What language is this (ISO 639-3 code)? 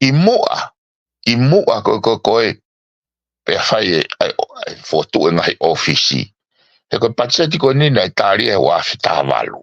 ton